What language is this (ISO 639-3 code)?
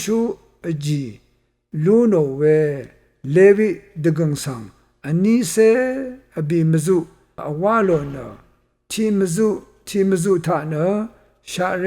raw